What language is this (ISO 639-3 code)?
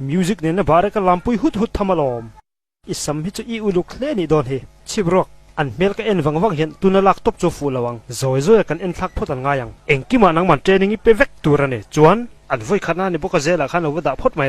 lus